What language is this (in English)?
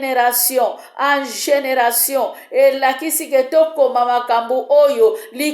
Lingala